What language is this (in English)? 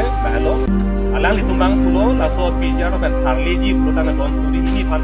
Karbi